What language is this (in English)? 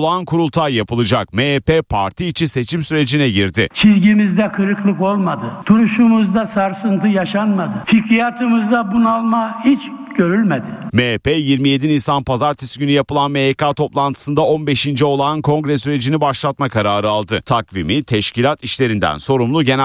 Turkish